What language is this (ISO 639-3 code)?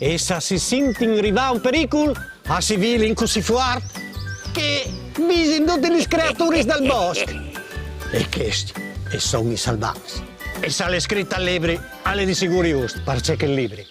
fur